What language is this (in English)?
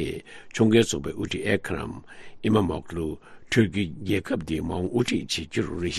Tibetan